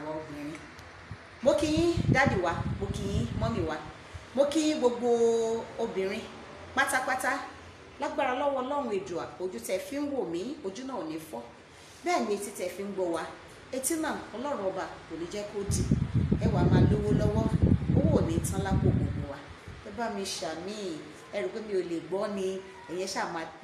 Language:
Yoruba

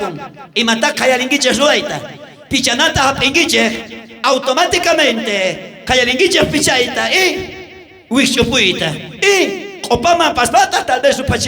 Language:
South Bolivian Quechua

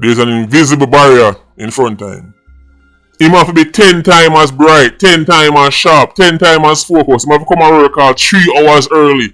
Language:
Jamaican Creole English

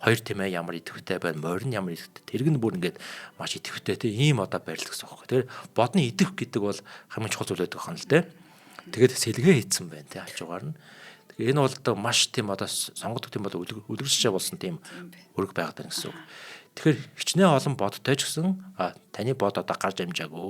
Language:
Mongolian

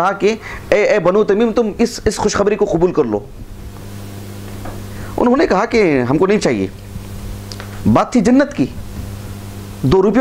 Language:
Urdu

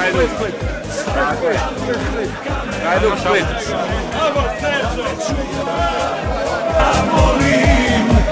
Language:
Croatian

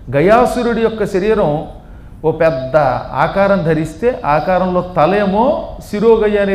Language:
Telugu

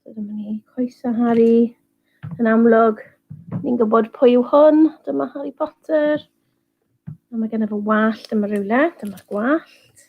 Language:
Welsh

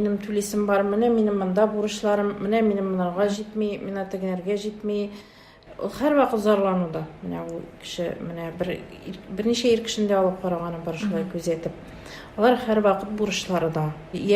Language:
Tatar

